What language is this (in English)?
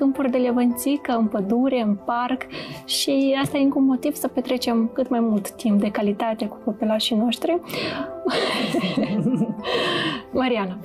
Romanian